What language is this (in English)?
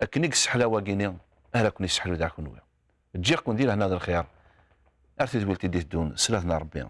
Kabyle